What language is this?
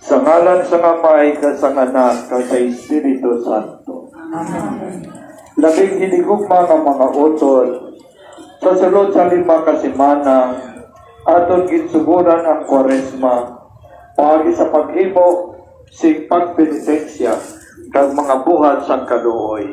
Hiligaynon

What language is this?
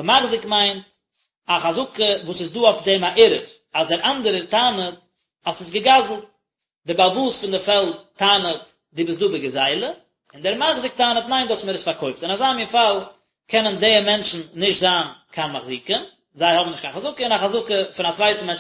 Yiddish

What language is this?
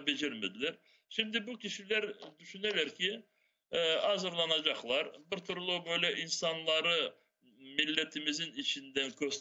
Crimean Tatar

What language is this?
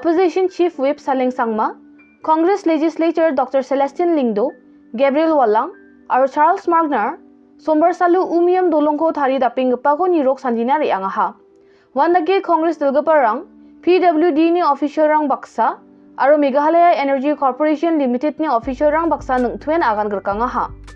Garo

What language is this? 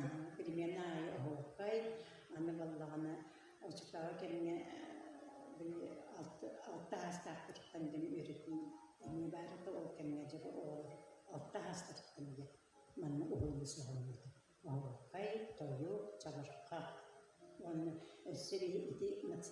Yakut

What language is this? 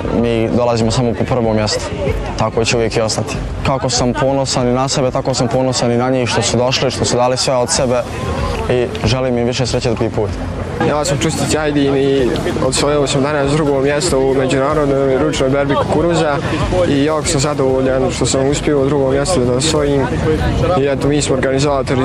Bosnian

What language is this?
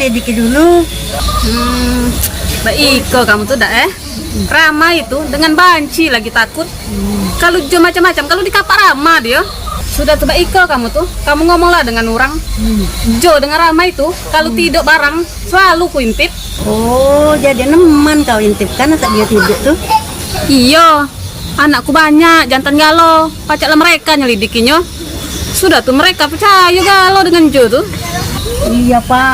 Musi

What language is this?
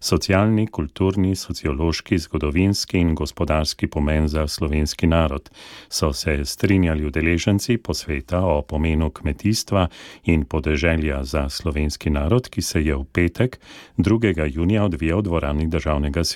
Slovenian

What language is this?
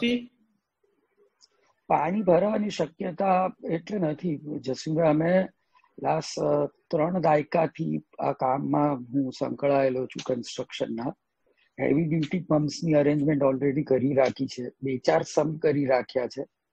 Gujarati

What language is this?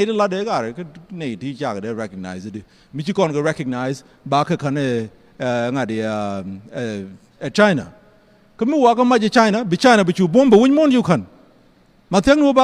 Nuer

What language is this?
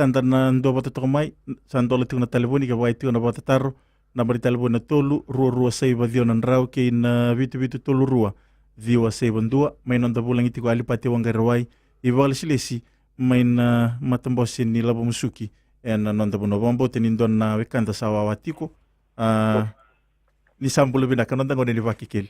Fijian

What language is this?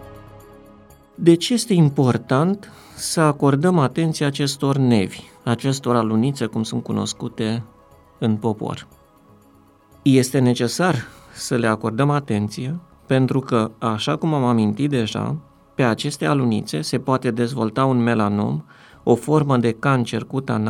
Romanian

